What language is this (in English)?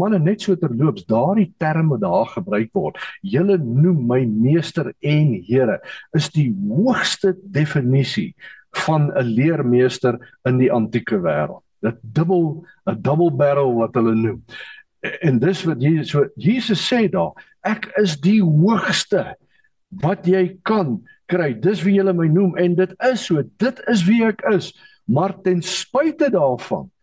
Afrikaans